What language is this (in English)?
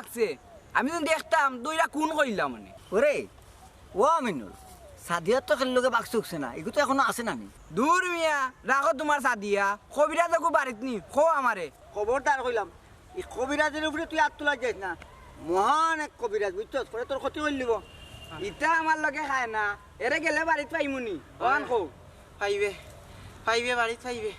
Sylheti